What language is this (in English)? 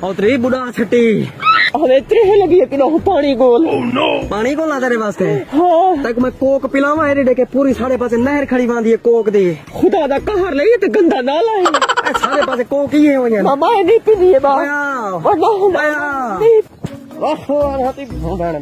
Saraiki